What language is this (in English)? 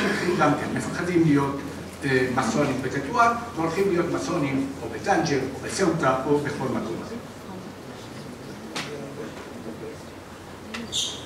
Hebrew